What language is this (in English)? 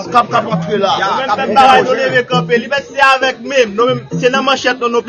Haitian Creole